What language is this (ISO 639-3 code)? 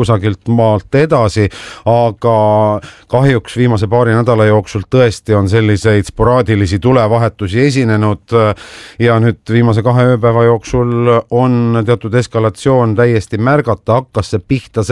est